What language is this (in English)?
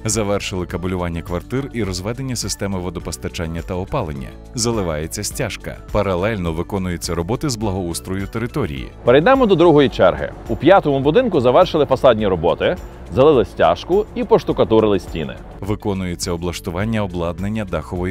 Ukrainian